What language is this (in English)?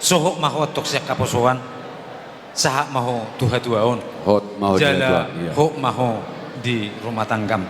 Batak Toba